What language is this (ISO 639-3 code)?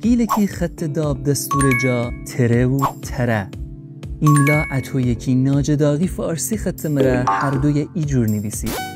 glk